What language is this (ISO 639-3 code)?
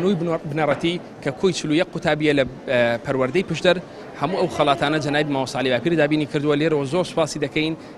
ckb